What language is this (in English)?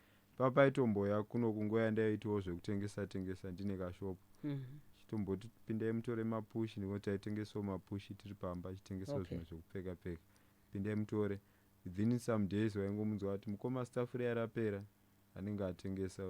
Shona